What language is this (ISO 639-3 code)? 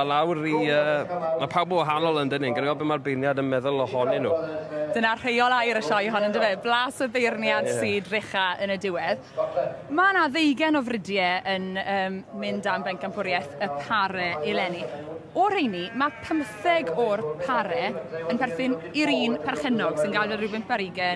cym